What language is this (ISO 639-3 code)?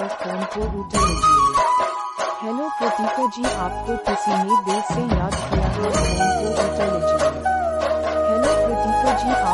hin